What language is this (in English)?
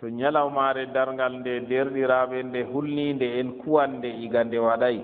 Fula